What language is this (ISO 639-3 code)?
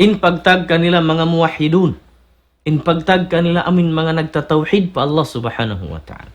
tsg